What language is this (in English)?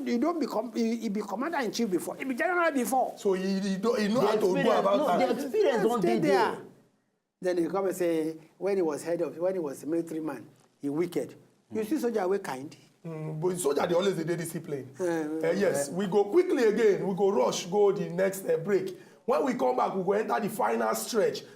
Nigerian Pidgin